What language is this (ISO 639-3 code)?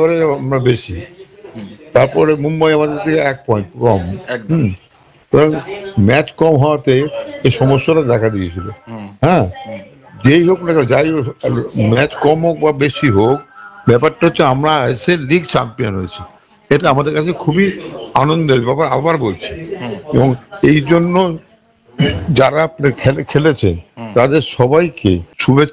ben